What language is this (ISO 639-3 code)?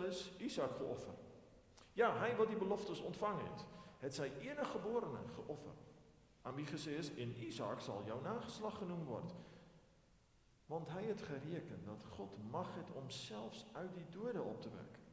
afr